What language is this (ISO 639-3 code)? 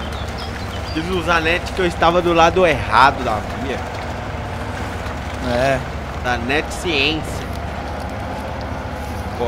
por